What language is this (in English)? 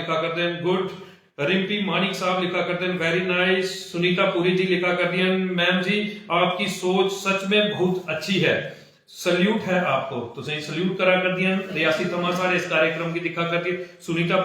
Dogri